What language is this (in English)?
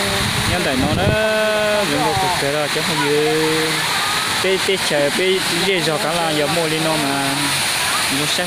Hmong